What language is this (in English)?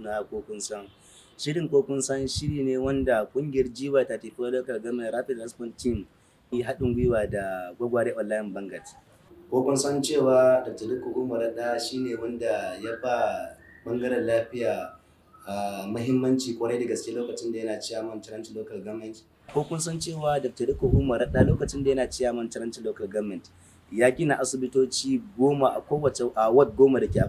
Hausa